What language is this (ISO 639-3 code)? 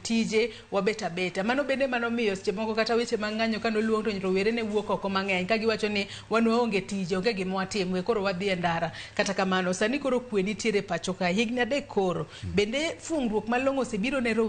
luo